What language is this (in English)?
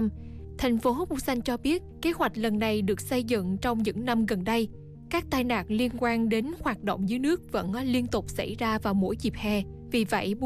Vietnamese